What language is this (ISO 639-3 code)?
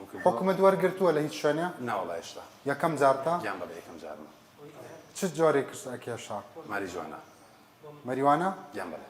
ckb